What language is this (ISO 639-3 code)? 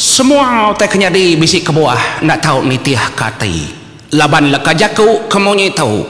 iba